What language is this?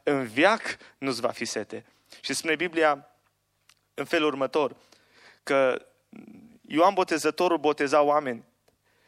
Romanian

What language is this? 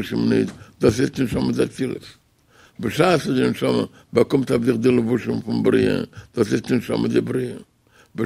Yiddish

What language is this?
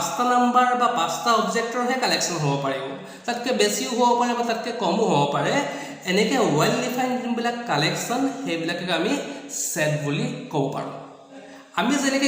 Assamese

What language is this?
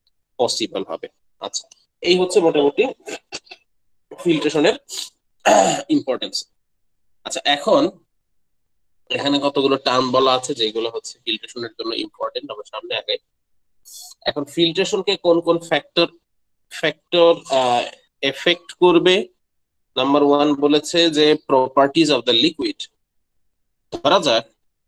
Bangla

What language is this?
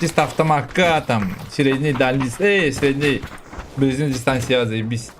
Yakut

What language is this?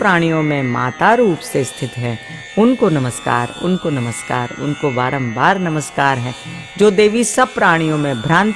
Hindi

